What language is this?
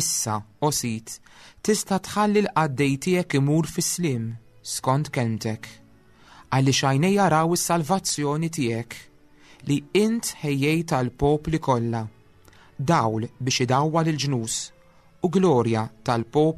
Maltese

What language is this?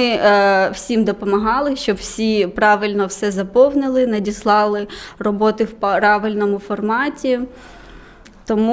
Ukrainian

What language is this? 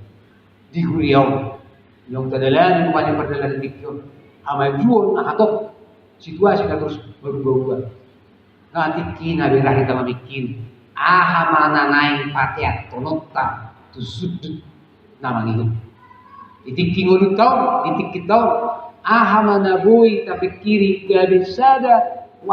Batak Toba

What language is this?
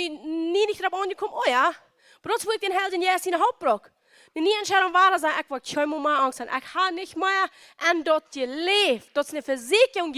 Plautdietsch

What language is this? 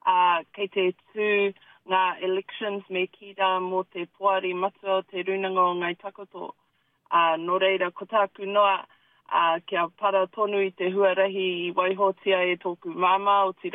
Māori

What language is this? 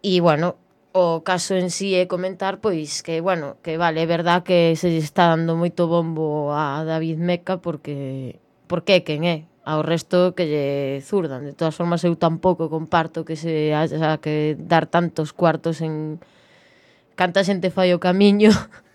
Galician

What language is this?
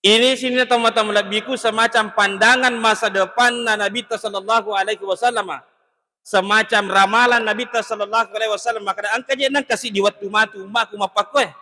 Buginese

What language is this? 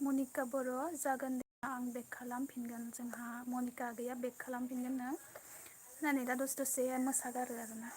Bodo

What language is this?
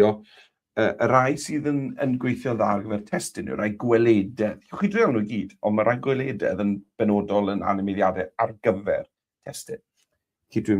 Welsh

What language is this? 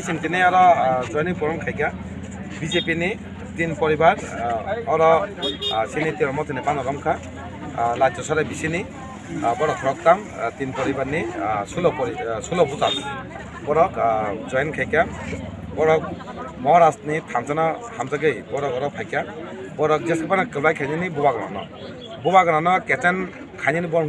Kok Borok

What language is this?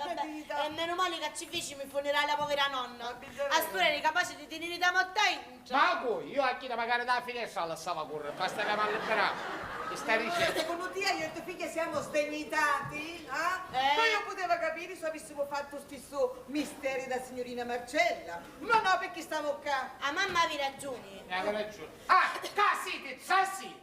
Sicilian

